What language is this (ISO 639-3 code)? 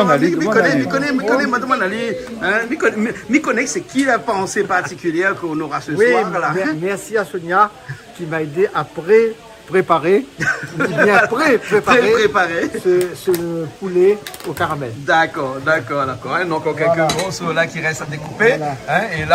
rcf